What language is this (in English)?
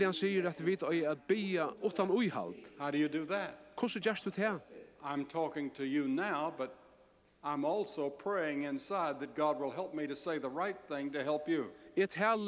Faroese